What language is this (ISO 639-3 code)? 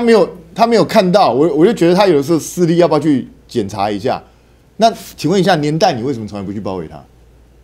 zho